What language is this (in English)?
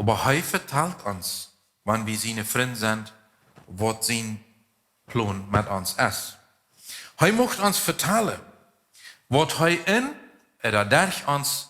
Plautdietsch